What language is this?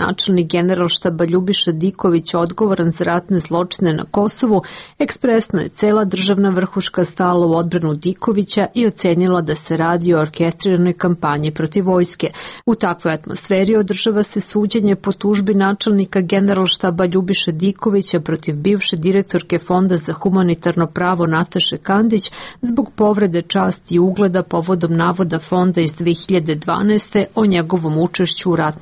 Serbian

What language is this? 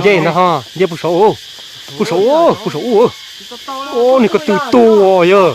Hmong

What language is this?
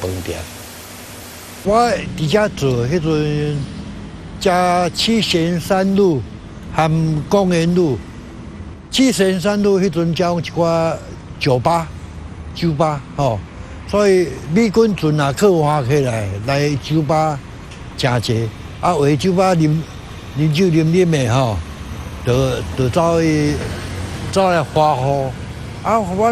Min Nan Chinese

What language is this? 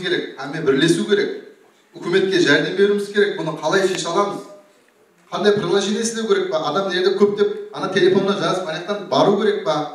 Kara-Kalpak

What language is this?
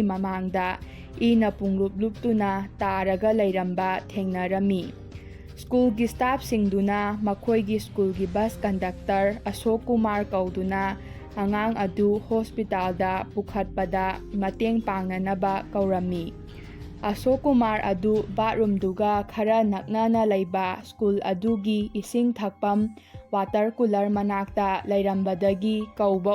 Manipuri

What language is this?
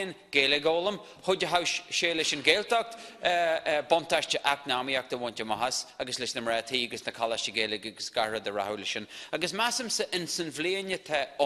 Irish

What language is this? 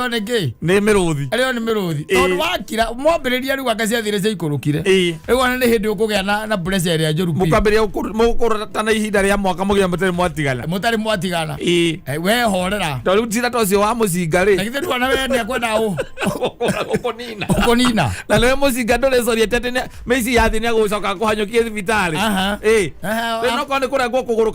Kikuyu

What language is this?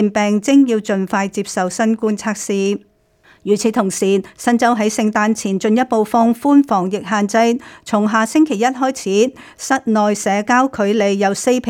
Cantonese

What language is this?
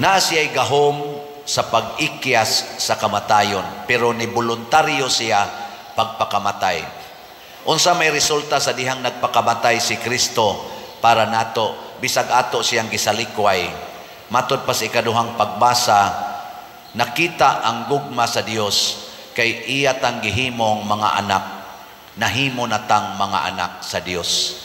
Cebuano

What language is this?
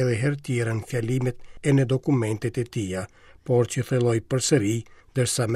Albanian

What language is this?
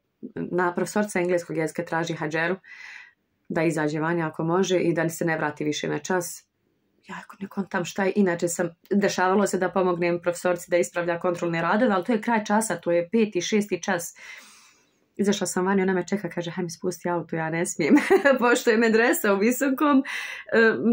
Bosnian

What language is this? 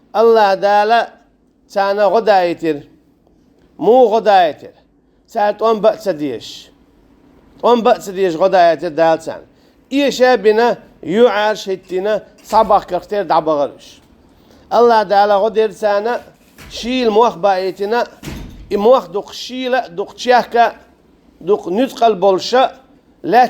Chechen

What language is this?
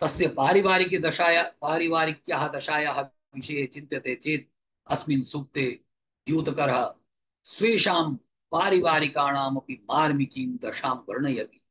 Sanskrit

